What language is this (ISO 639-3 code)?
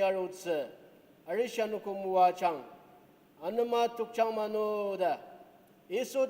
njo